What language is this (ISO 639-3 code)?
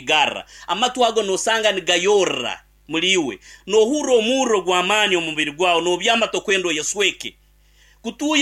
nyn